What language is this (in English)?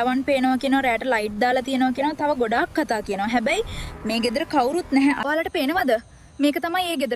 Sinhala